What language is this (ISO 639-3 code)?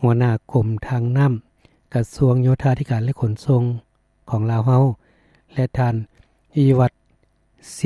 lao